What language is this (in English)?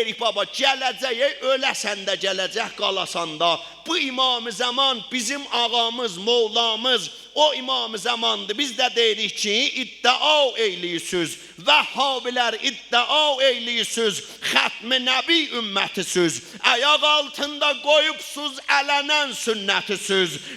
South Azerbaijani